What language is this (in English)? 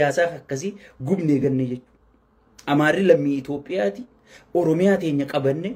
Oromo